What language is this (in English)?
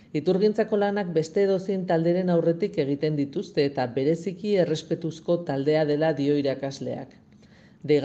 Basque